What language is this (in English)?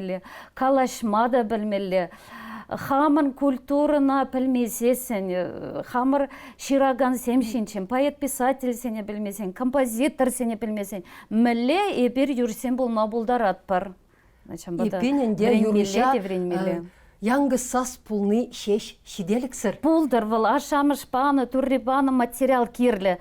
Chuvash